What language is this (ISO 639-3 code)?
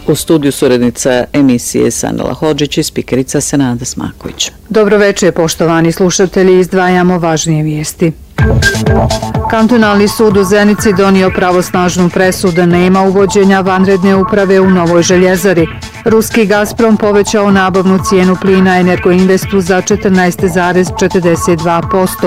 bos